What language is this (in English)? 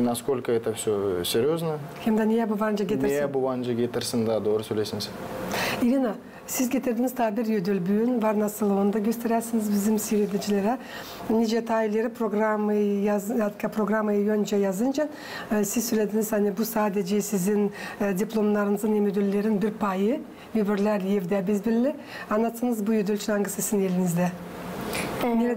Gagauz